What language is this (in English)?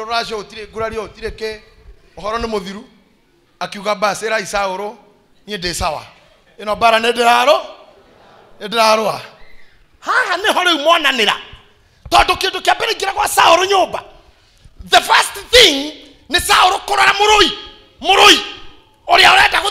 Kikuyu